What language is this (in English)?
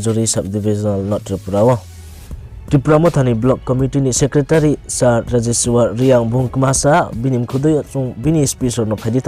Riang (India)